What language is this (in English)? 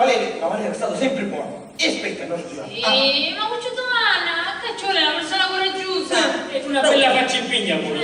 Sicilian